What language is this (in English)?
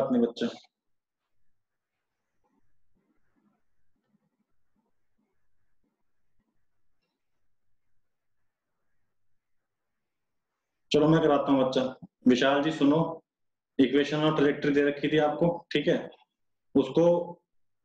Hindi